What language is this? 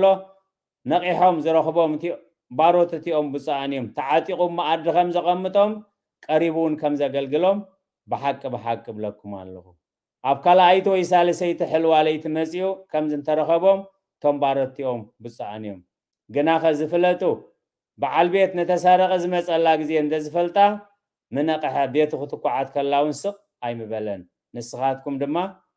Tigrinya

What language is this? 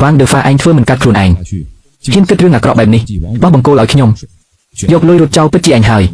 Khmer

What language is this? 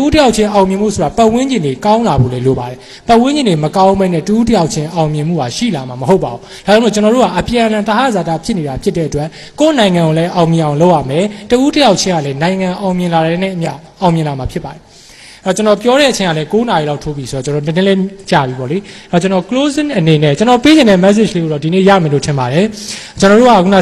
Burmese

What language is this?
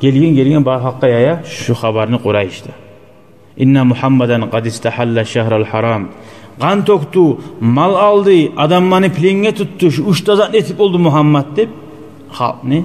Kumyk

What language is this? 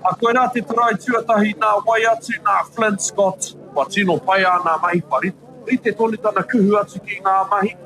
Māori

